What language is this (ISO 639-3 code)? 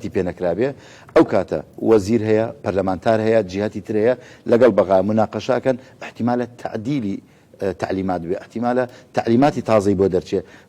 ckb